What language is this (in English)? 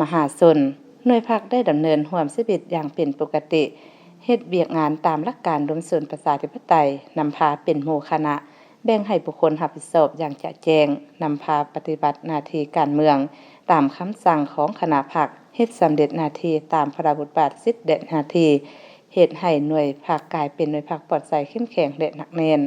Lao